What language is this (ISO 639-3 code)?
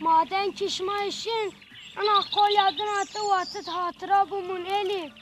zza